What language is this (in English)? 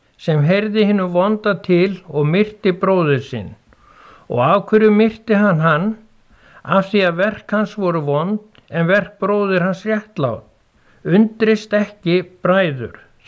Icelandic